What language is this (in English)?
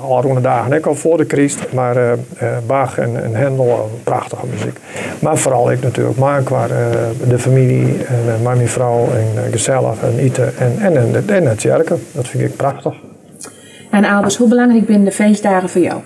Western Frisian